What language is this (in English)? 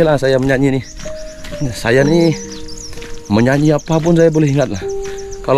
Malay